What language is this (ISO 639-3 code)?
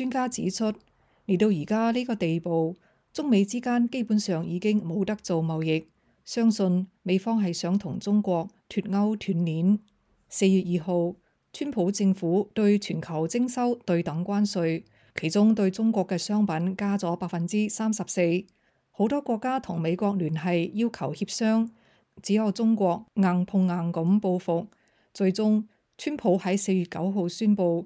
yue